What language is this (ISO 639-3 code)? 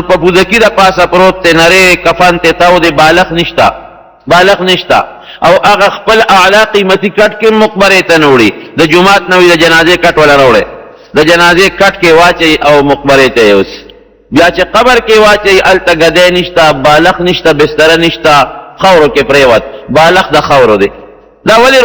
pus